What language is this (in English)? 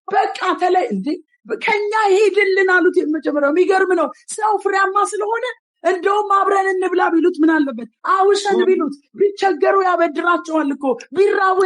Amharic